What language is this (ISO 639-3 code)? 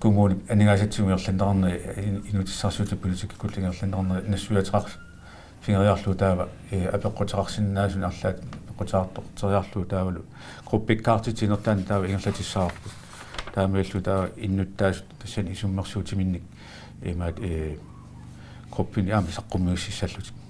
kal